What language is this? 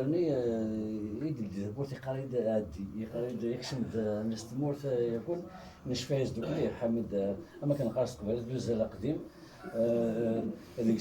Kabyle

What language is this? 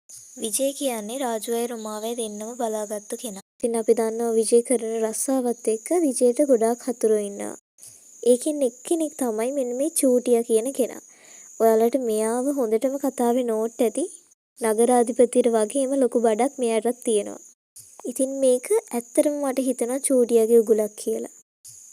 Sinhala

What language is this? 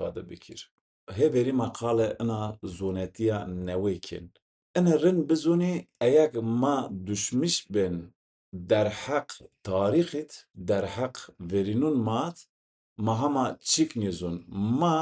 Zaza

